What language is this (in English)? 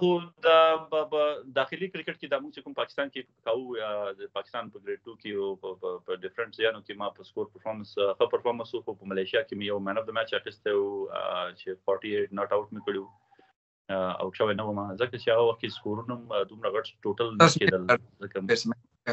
Pashto